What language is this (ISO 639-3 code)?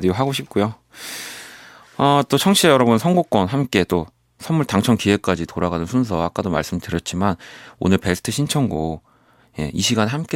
kor